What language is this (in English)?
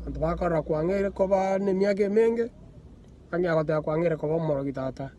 Gusii